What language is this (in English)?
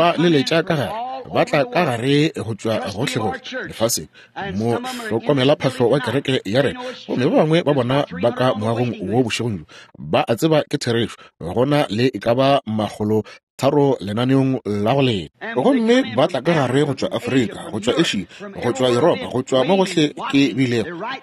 Northern Sotho